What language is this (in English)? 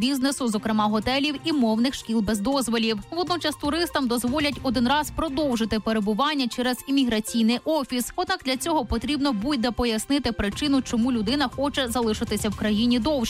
Ukrainian